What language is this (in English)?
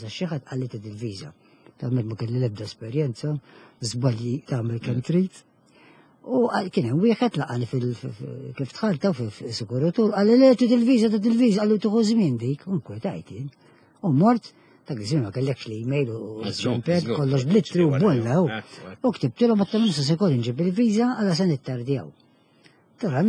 Maltese